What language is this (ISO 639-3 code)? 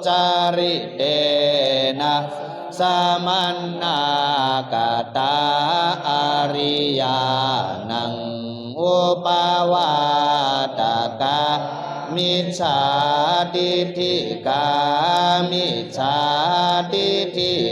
pli